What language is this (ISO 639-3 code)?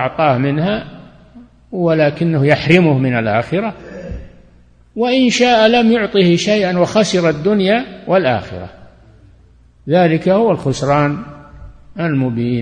ara